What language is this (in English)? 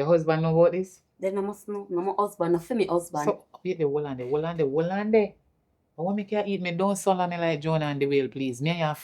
Jamaican Creole English